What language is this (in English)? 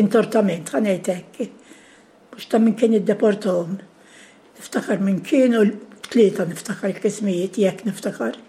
Maltese